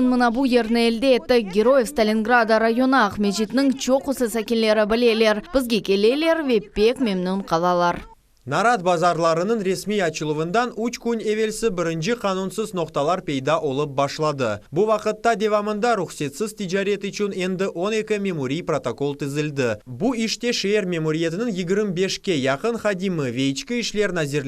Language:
Crimean Tatar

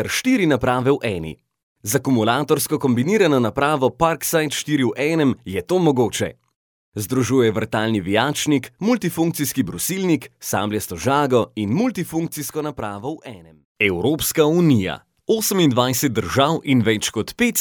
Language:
Slovenian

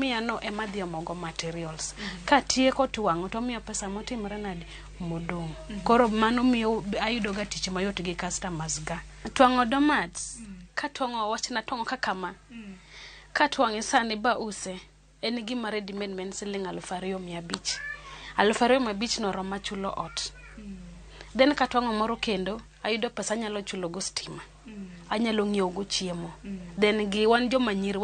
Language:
Luo (Kenya and Tanzania)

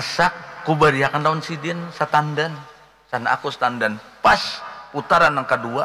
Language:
Banjar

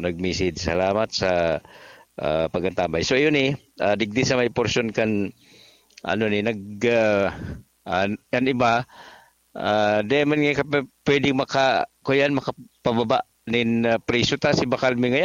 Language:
Bikol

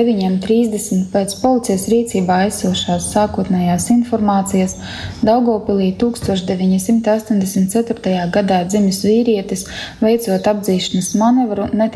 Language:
Latvian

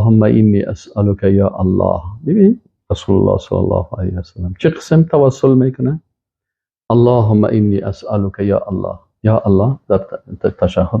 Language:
Persian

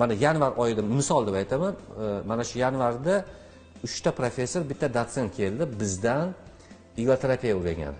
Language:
Uzbek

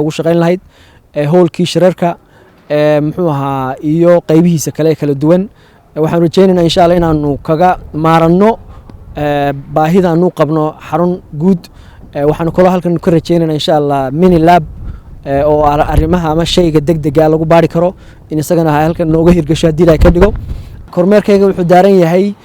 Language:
Somali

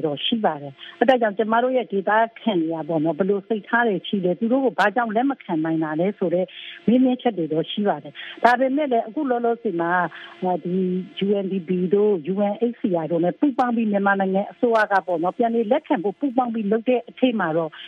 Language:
Burmese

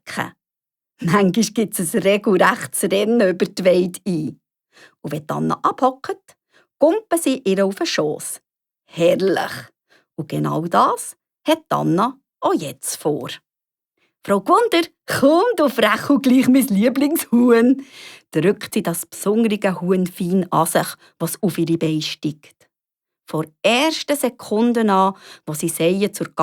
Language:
Swiss German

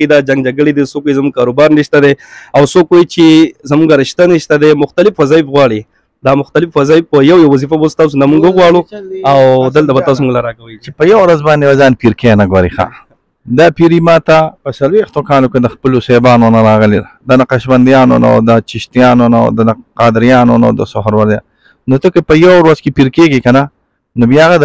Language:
Pashto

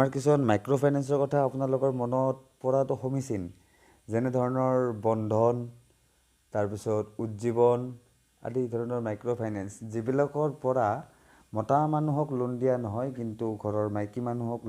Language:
Assamese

